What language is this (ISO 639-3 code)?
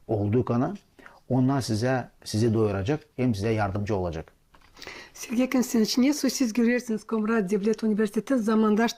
gag